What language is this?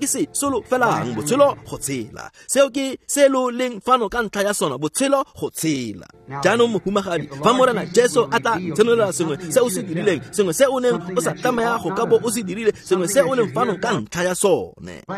Tswana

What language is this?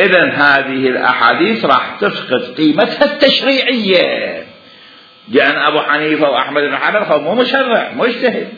Mesopotamian Arabic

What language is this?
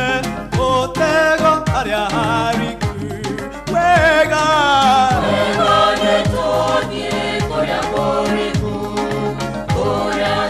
Kikuyu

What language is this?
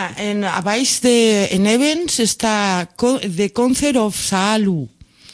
Catalan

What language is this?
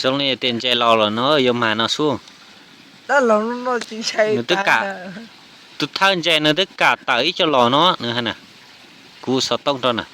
Hmong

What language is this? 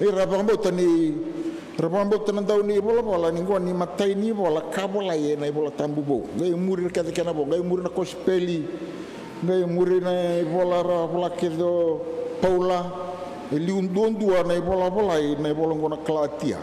Fijian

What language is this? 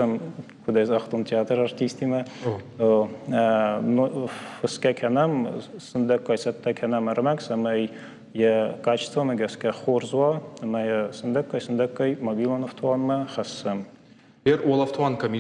Ossetic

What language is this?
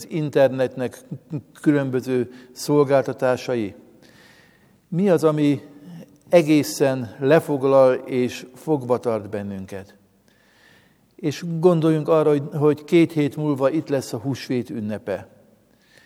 Hungarian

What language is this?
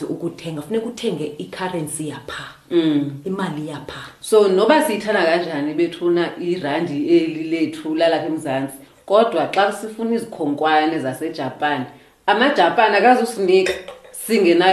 Xhosa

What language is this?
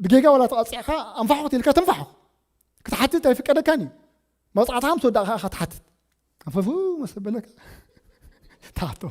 Tigrinya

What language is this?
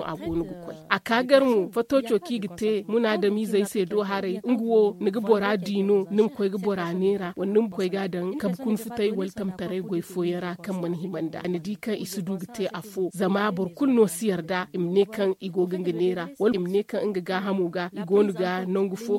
Zarma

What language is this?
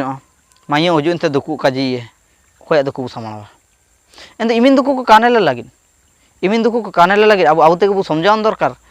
Ho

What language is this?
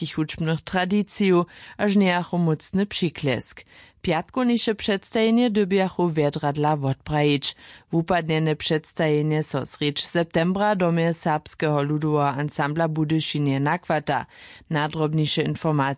Upper Sorbian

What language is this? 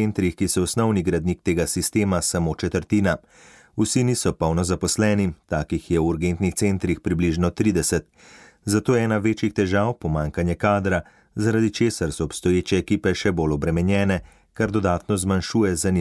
Slovenian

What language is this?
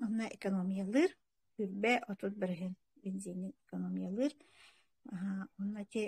Yakut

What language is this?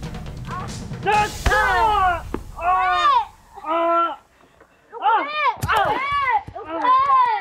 Thai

